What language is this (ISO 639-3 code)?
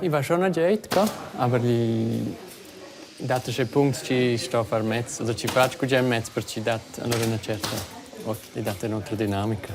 roh